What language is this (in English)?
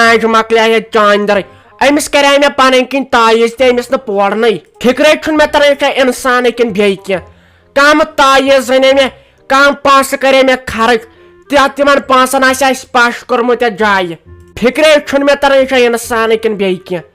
Kashmiri